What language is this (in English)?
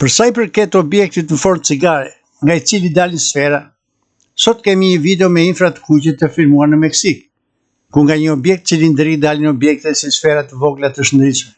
Albanian